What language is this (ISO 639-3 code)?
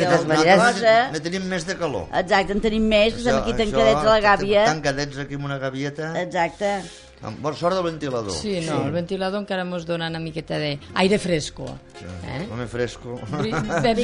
cat